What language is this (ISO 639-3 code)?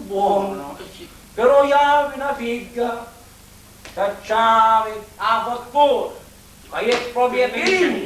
scn